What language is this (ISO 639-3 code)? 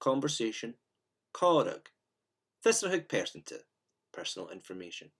gla